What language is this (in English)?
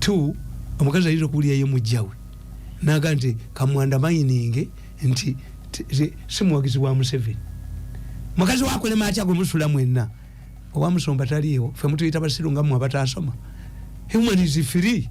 Ganda